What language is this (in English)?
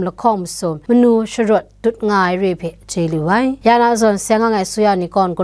Kachin